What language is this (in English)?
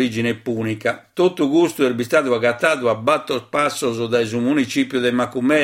Sardinian